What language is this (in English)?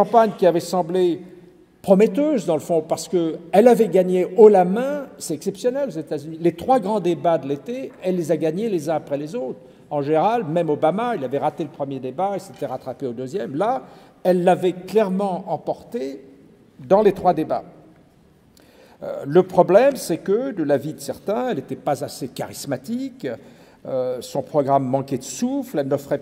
French